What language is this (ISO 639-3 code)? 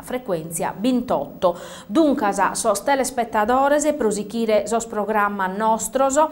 srd